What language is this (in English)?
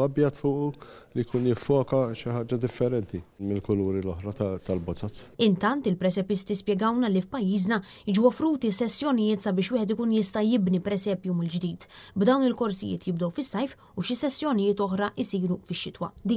Maltese